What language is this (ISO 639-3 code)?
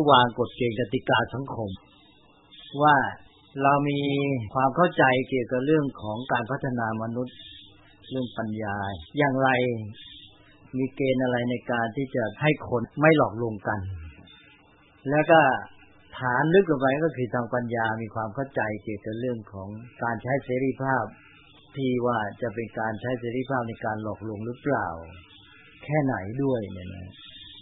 tha